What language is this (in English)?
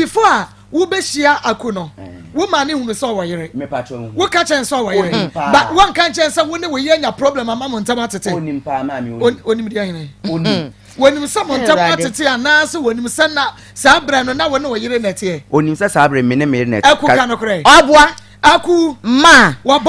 Akan